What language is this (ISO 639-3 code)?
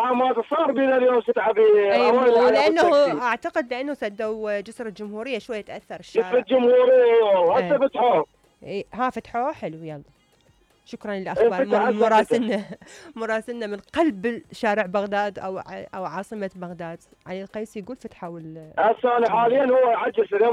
acm